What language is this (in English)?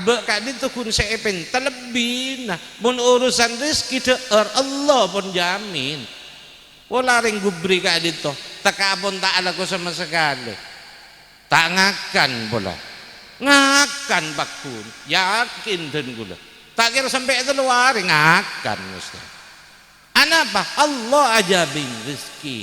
Madurese